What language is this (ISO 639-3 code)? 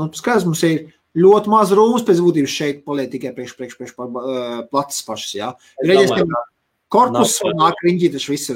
lav